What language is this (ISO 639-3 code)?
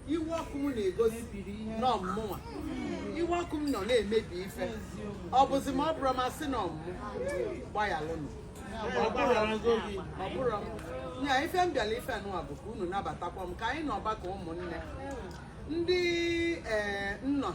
ibo